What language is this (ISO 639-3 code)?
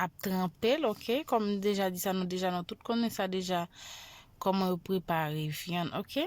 hat